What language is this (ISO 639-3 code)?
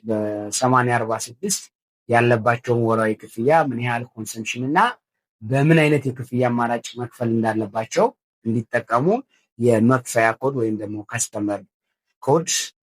amh